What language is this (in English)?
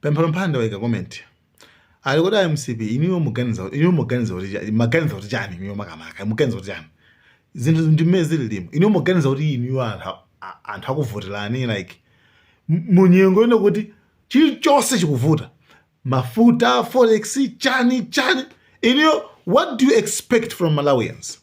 Nyanja